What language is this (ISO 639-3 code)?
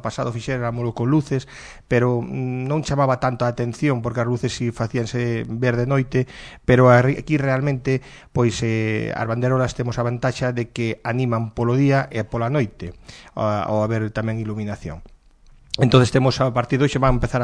glg